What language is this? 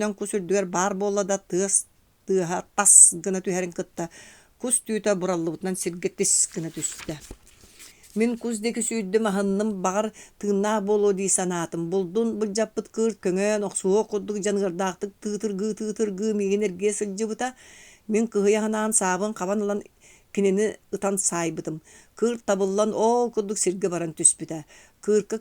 Yakut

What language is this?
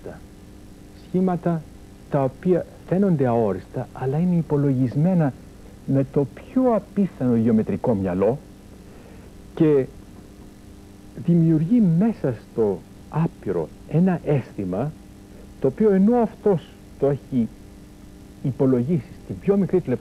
Greek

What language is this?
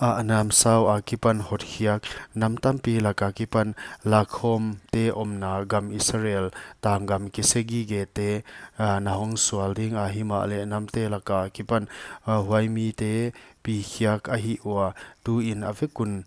Paite Chin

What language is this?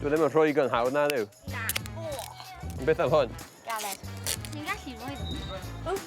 Welsh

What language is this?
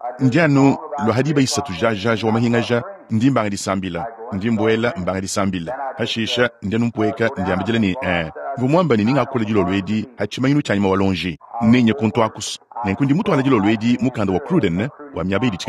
Luba-Lulua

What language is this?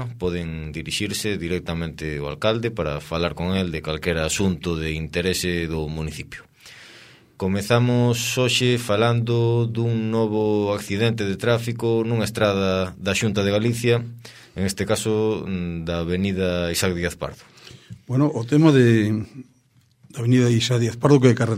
Galician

